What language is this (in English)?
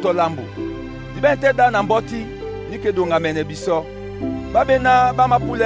Duala